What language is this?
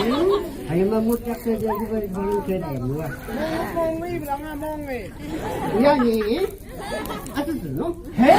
Phom Naga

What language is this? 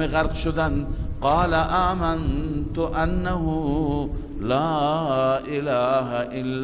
Persian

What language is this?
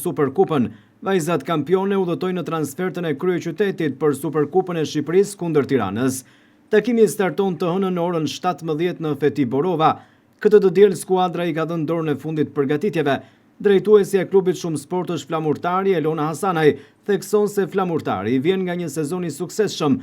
Albanian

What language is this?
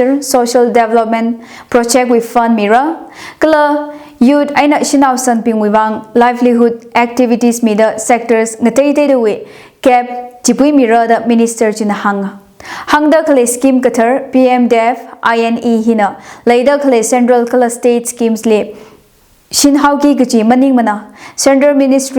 Tangkhul Naga (India)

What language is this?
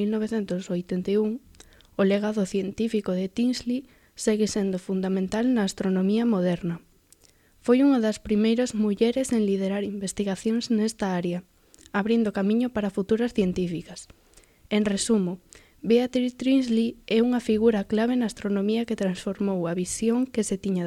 Galician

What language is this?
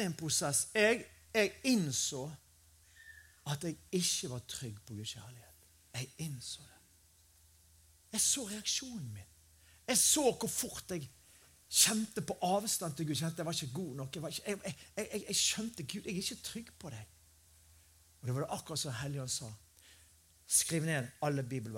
Norwegian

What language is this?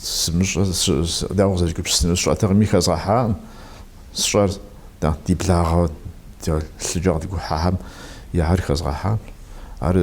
Kabardian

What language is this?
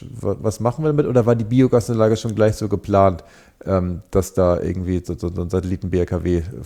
German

